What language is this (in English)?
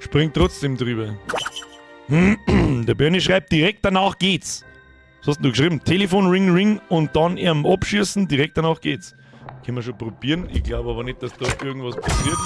Bavarian